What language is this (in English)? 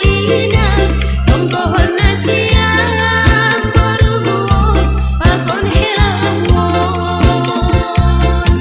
Batak Simalungun